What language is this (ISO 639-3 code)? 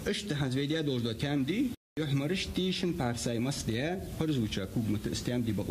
inh